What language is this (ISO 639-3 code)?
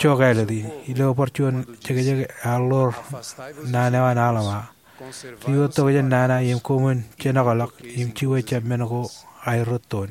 mah